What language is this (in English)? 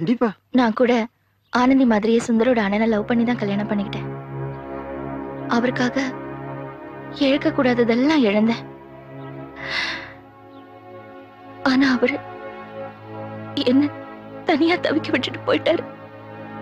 Tamil